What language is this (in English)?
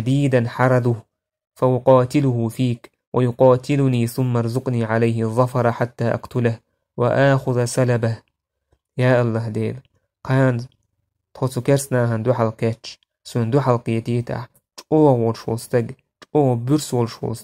Chechen